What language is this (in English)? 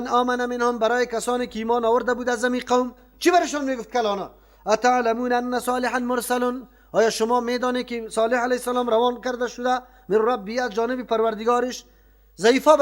Persian